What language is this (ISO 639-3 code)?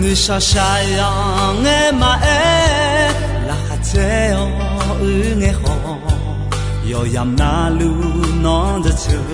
ahk